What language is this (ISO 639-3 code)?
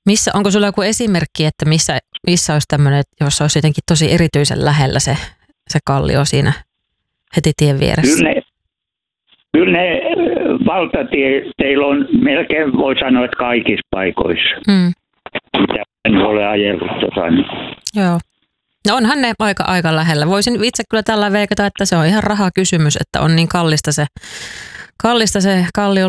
fin